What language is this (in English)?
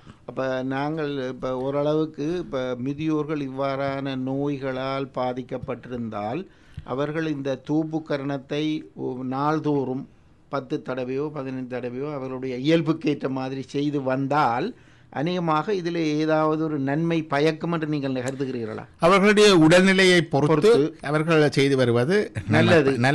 Tamil